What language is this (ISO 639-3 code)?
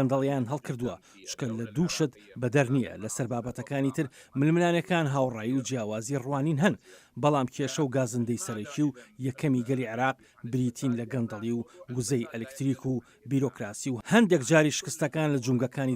ckb